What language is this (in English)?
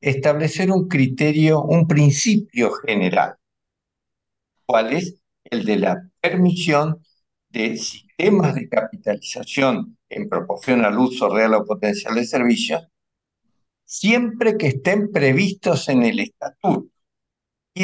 Spanish